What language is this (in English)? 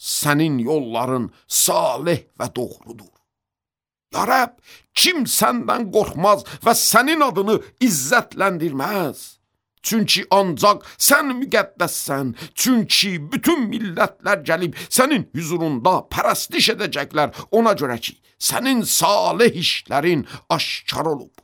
Azerbaijani